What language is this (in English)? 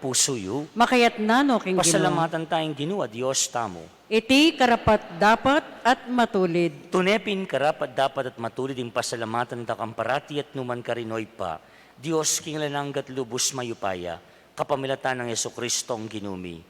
Pampanga